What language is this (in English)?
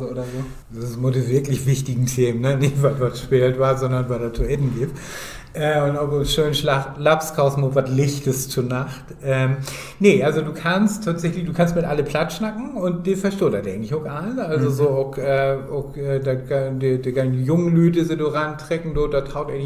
Low German